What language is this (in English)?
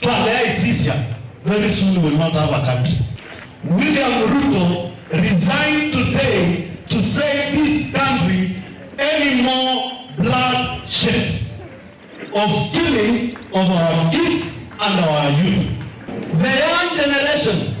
Kamba